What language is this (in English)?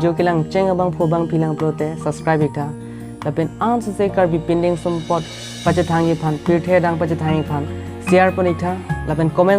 Karbi